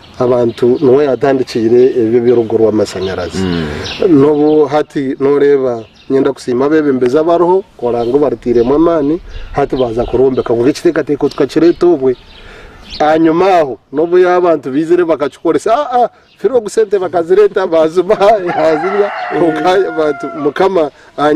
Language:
Nyankole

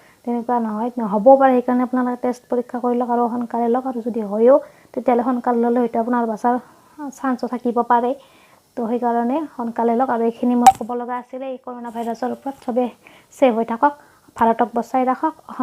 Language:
Assamese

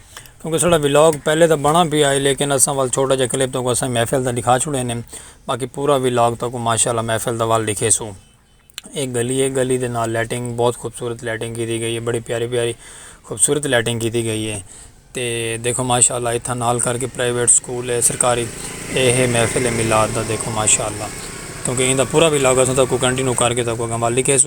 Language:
Saraiki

